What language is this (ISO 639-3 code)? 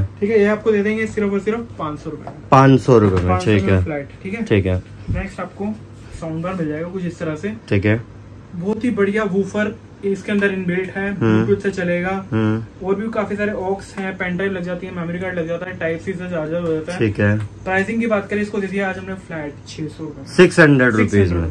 hin